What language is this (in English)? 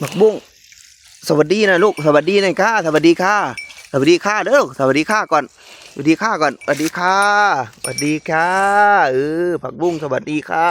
Northeastern Thai